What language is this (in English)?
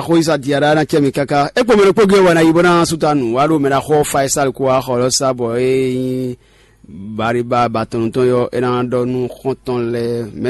Fon